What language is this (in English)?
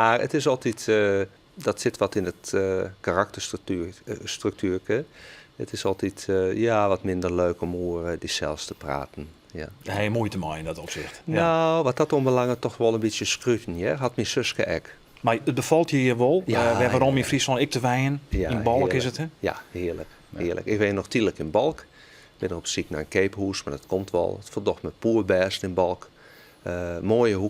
Western Frisian